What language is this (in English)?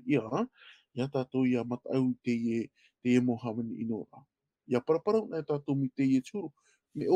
Tahitian